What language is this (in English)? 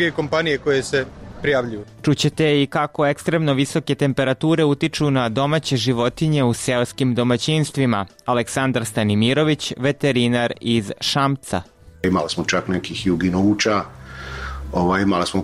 Serbian